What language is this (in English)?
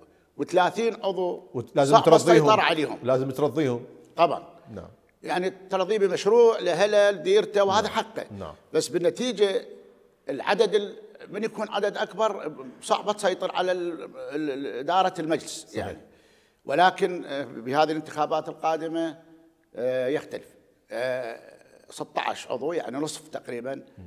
Mesopotamian Arabic